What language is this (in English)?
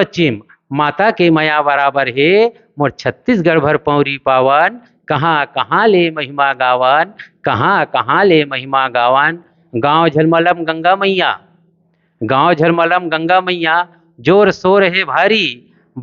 Chhattisgarhi